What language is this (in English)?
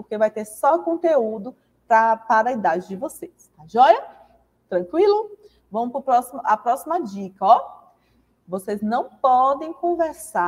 Portuguese